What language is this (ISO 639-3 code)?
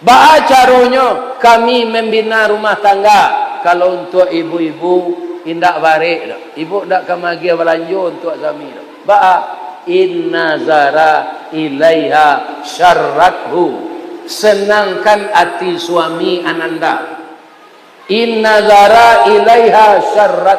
min